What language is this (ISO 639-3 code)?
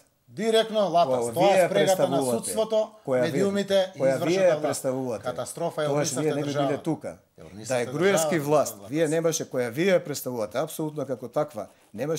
mkd